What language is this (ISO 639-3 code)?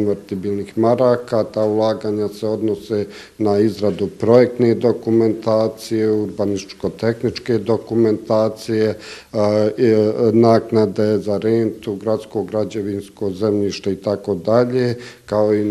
bos